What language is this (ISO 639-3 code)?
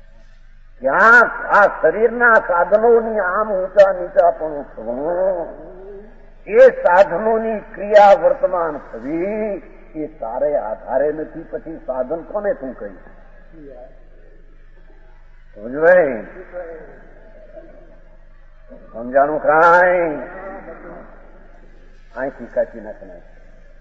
guj